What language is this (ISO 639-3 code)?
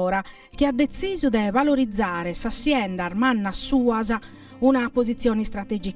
srd